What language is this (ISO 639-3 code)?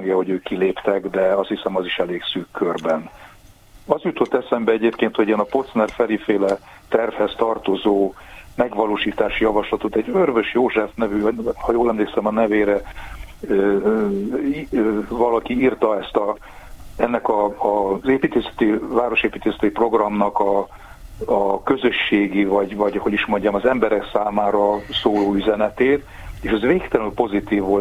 hun